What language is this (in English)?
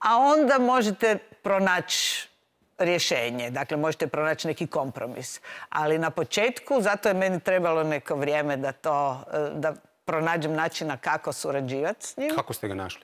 Croatian